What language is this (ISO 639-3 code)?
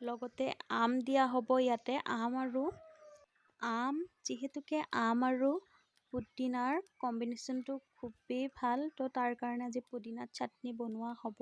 asm